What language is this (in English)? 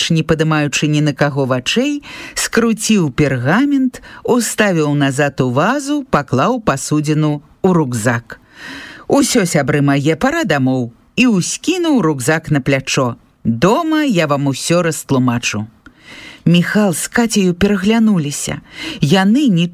Belarusian